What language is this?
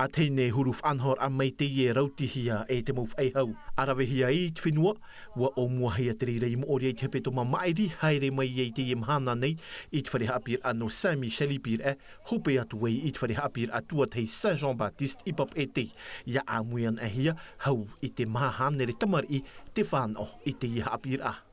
Tahitian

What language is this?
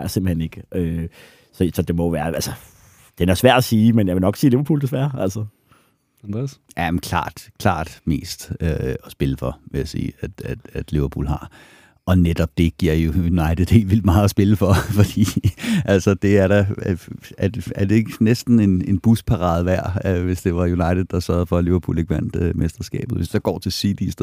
Danish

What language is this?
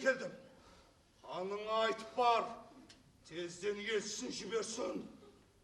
Kara-Kalpak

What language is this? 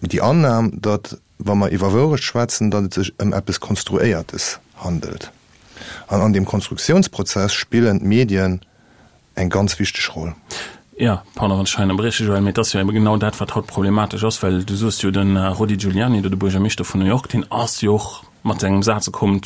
Luxembourgish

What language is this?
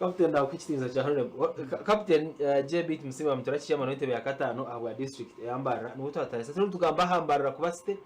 Nyankole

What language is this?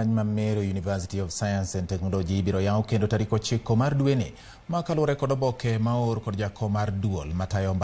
Luo (Kenya and Tanzania)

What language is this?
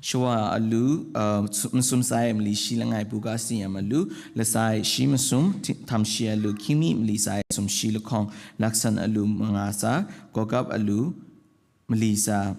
Kachin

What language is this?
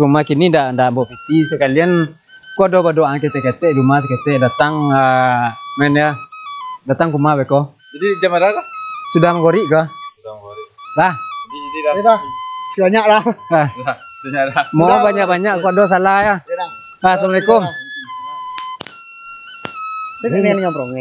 Minangkabau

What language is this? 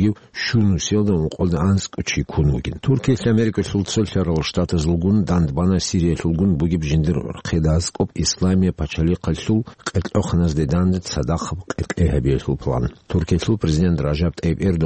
Avaric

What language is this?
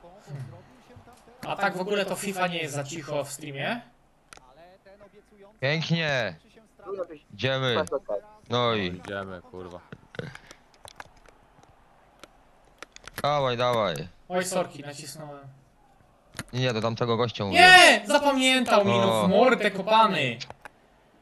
Polish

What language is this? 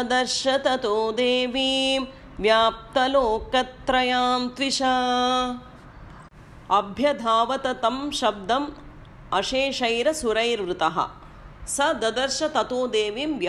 Tamil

